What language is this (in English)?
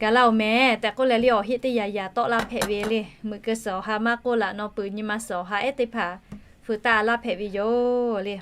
Lahu